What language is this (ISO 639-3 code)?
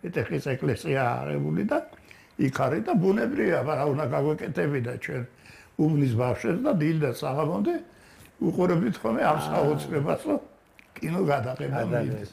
kat